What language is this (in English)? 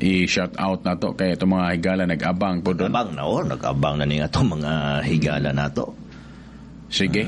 Cebuano